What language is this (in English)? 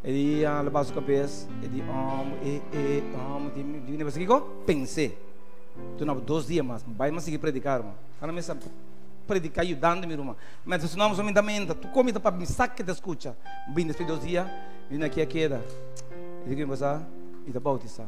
Papiamento